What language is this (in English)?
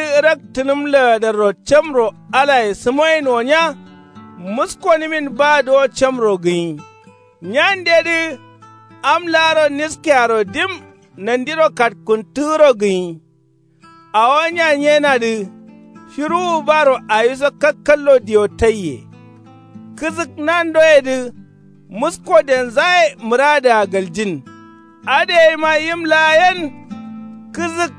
Kanuri